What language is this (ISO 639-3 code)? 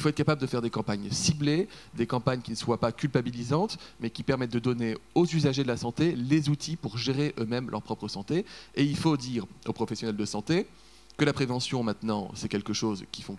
fra